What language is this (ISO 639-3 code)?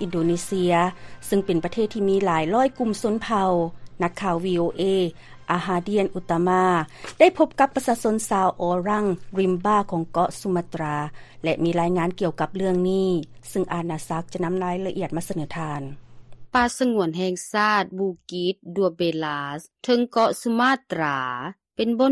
lao